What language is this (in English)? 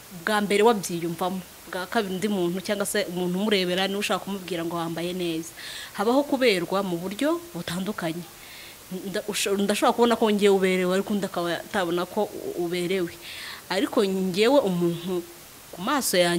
Kinyarwanda